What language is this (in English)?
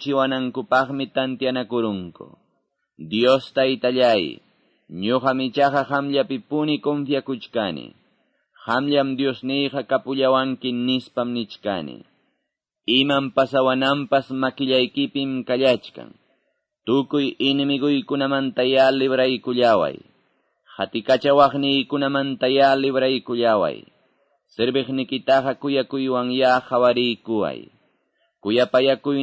Quechua